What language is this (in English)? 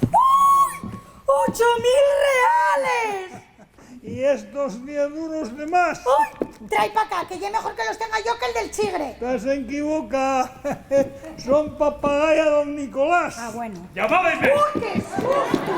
Asturian